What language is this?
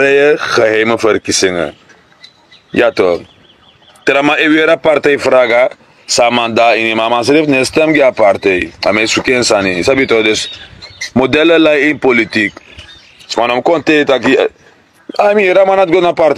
Sranan Tongo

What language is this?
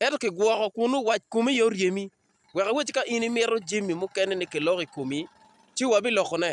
Acoli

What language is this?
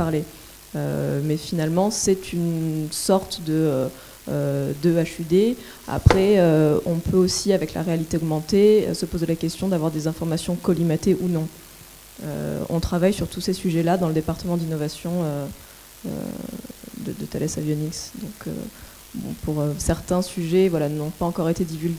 French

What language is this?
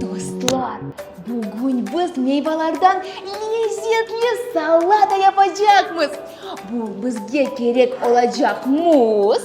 Crimean Tatar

